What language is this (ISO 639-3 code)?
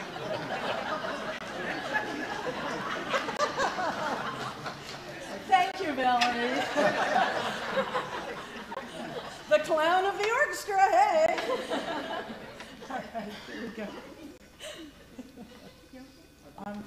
eng